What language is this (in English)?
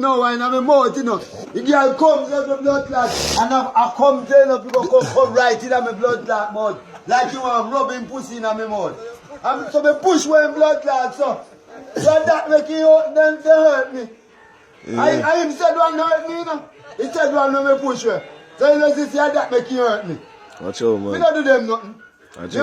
Jamaican Creole English